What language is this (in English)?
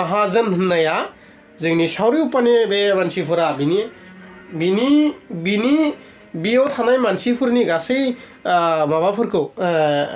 Bodo